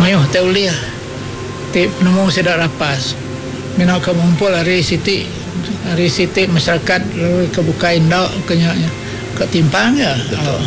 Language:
Iban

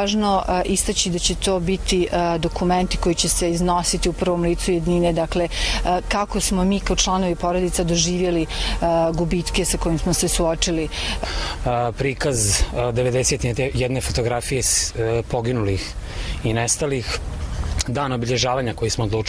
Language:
Bosnian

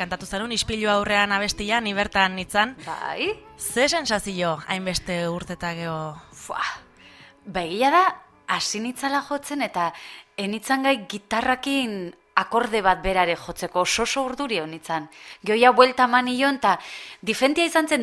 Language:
Basque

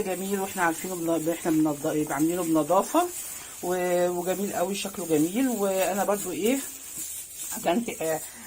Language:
Egyptian Arabic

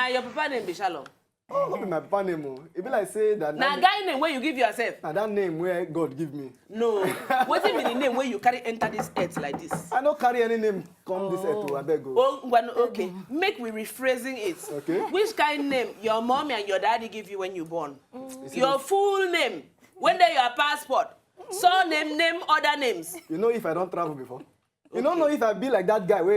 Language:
Nigerian Pidgin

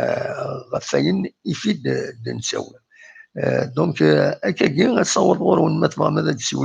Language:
Kabyle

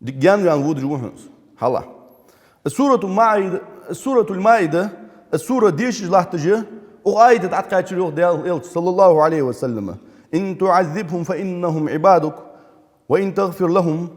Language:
Ingush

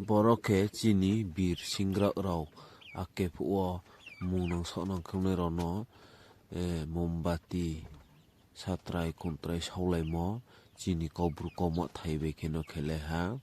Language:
Riang (India)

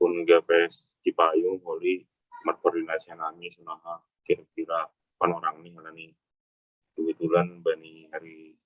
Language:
Batak Simalungun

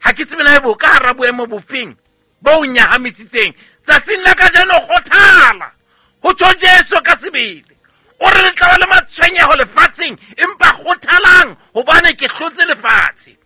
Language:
Southern Sotho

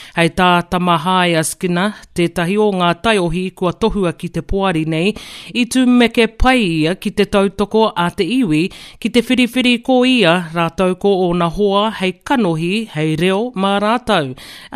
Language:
Māori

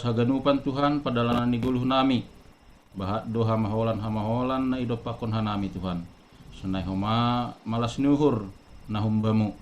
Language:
Batak Simalungun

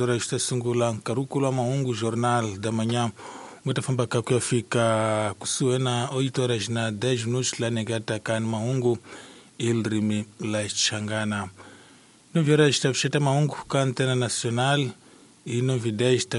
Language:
Tsonga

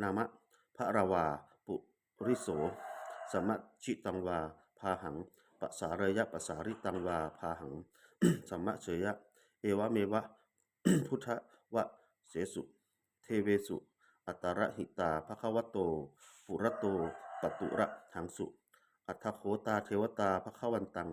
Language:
Pali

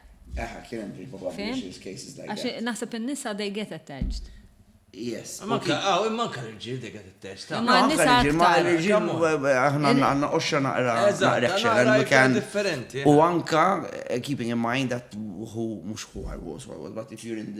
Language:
Maltese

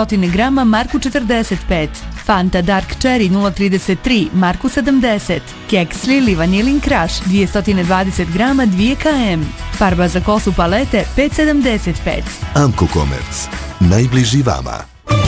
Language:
Bosnian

